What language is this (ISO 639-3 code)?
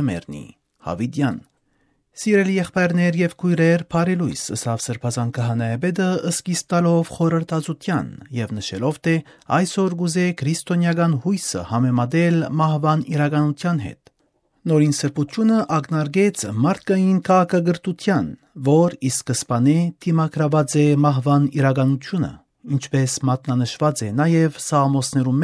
hyw